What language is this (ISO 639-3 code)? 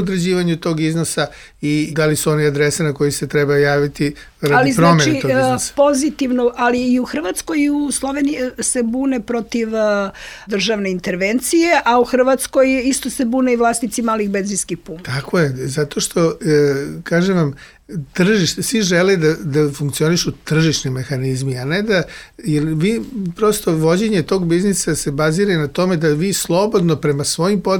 srp